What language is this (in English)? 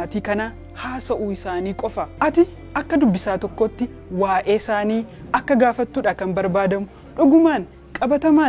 Oromo